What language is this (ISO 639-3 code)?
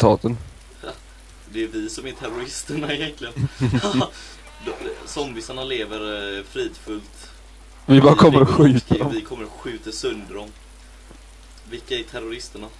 swe